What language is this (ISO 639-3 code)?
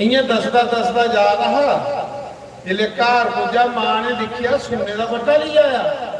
doi